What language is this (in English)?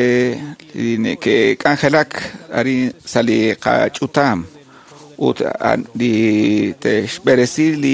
Kekchí